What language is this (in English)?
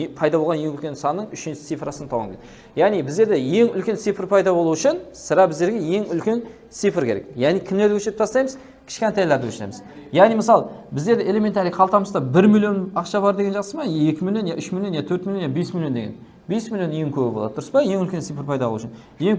Kara-Kalpak